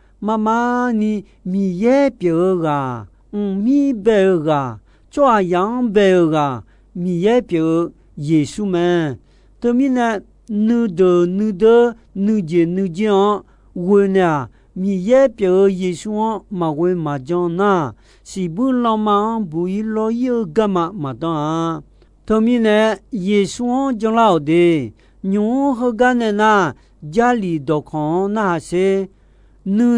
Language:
Akha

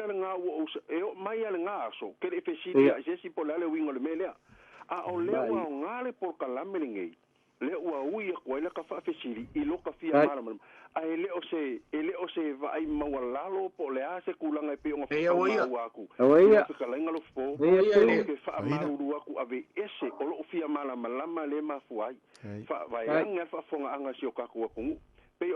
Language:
Samoan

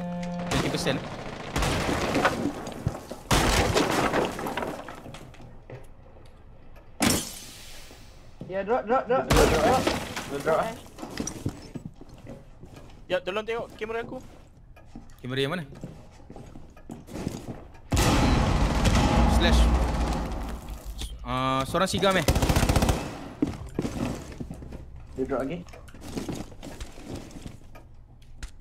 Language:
Malay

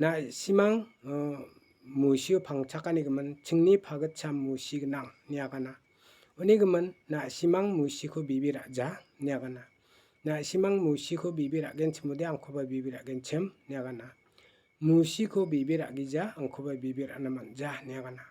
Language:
Garo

